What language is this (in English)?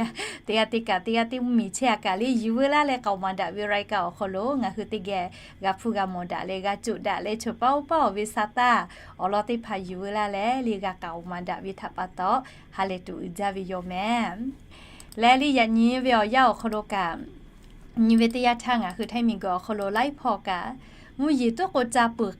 Lahu